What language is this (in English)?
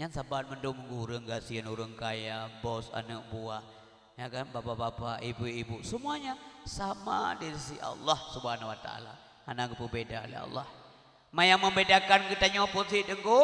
Achinese